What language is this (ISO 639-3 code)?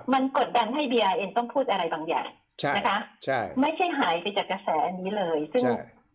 tha